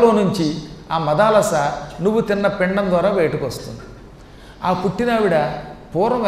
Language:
Telugu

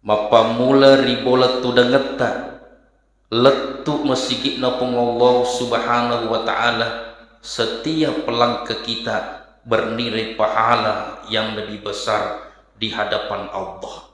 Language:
Buginese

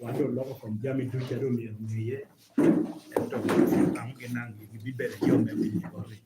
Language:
Lango (Uganda)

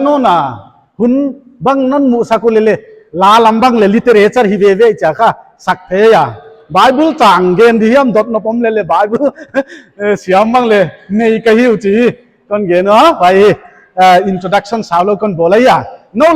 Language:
Paite Chin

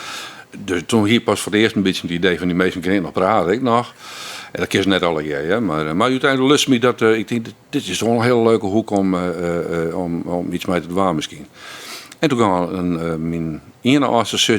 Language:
Western Frisian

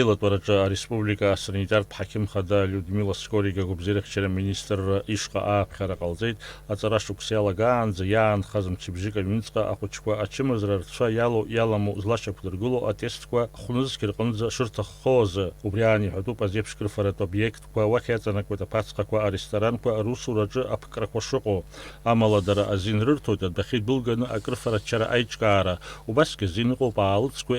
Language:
Abkhazian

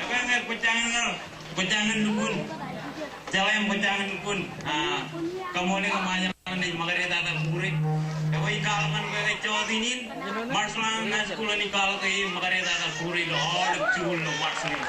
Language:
Marshallese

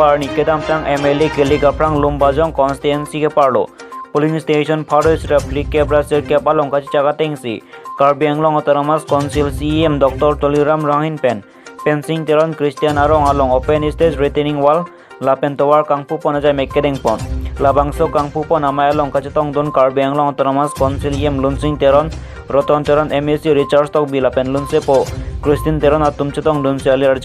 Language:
Karbi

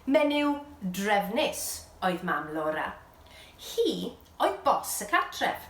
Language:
Welsh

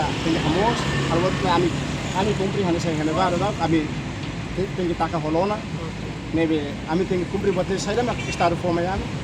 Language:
Tetum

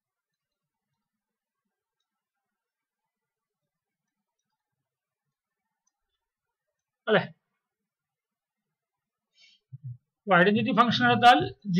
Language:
Malayalam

